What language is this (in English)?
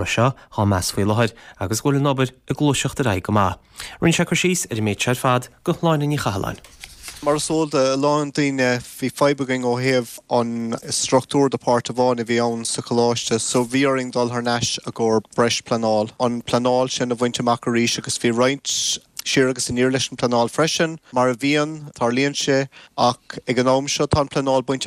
Irish